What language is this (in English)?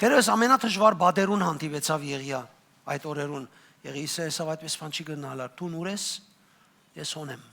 Western Armenian